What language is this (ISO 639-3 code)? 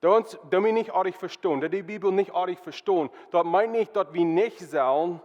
pdt